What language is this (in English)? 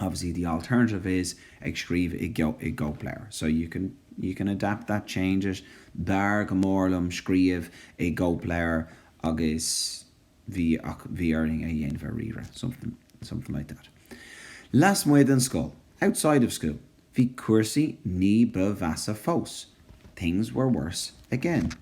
Irish